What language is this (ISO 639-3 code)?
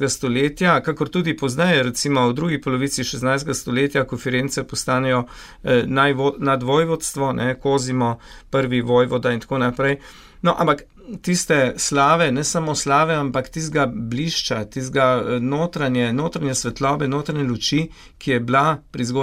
slv